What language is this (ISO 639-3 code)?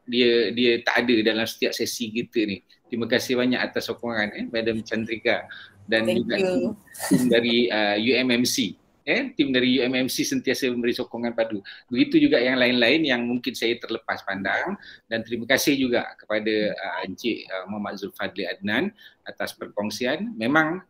msa